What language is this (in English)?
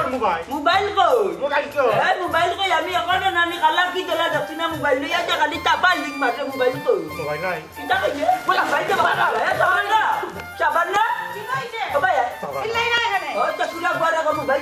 Sylheti